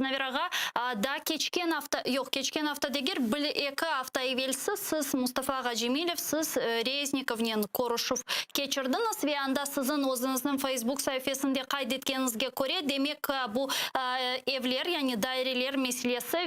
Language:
Crimean Tatar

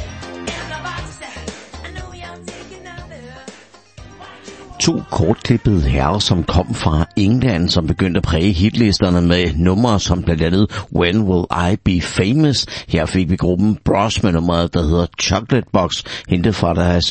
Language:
Danish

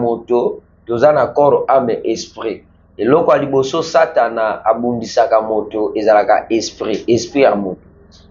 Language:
Lingala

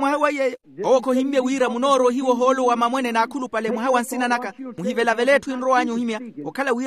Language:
Makhuwa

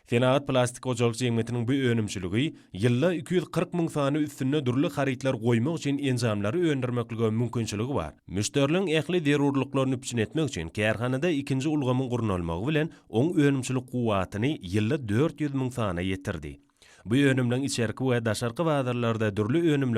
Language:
Turkmen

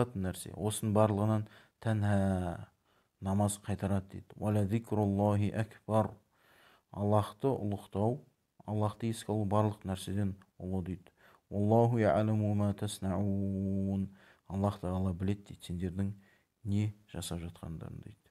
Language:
Kazakh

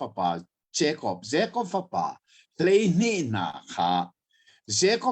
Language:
Hakha Chin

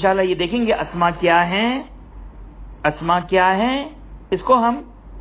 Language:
Urdu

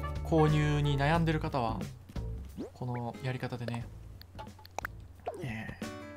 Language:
Japanese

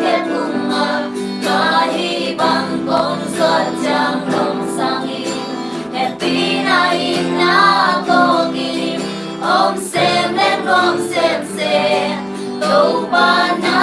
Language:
Tedim Chin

